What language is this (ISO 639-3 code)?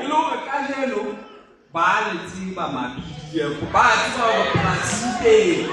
sot